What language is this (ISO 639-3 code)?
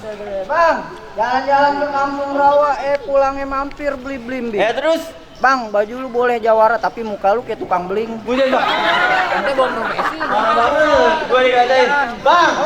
bew